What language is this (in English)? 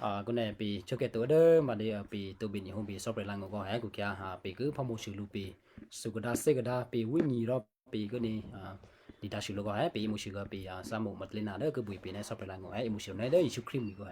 Western Kayah